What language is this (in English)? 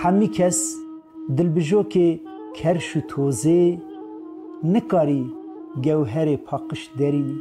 Kurdish